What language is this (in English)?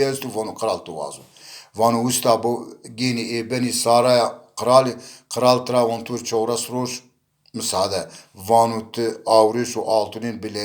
Zaza